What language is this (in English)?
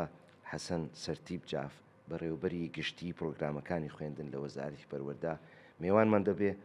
Central Kurdish